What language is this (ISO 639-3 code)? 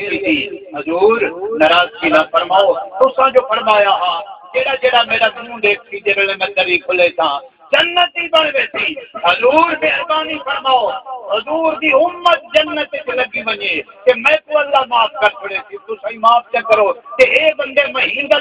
skr